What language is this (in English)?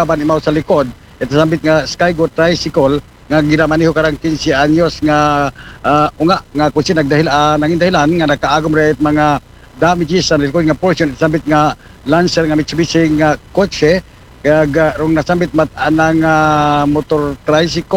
Aklanon